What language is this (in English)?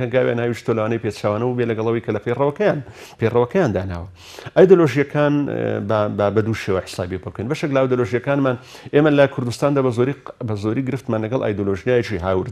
Central Kurdish